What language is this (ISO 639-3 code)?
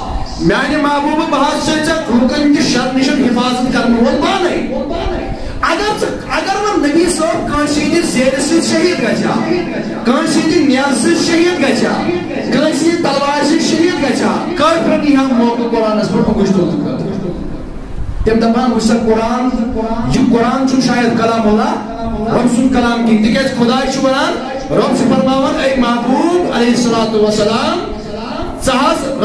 kas